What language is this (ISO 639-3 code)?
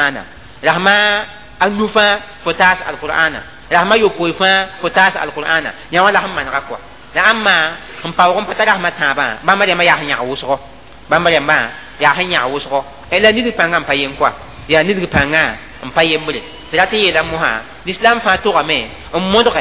mos